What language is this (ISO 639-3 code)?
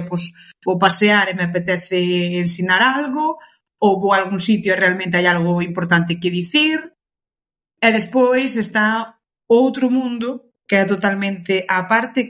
glg